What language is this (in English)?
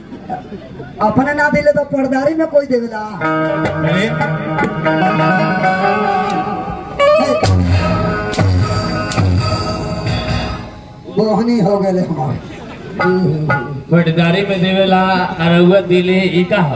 Bhojpuri